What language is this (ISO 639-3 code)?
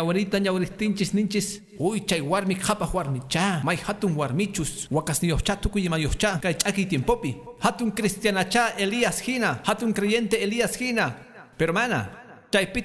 que